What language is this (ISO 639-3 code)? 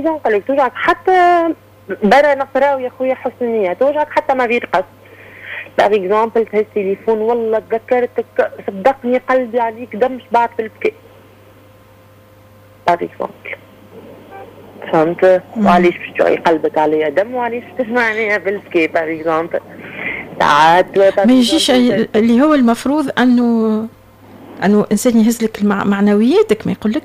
aeb